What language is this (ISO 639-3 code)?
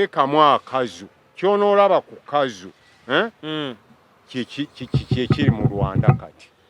lug